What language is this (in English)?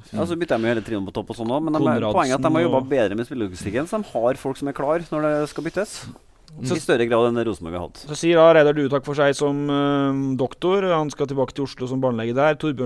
Norwegian